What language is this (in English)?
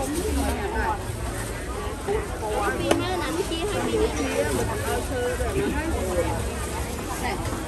Khmer